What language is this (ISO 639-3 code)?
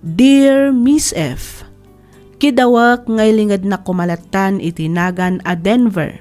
ilo